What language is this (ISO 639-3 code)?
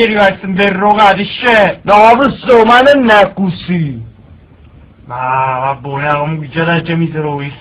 nap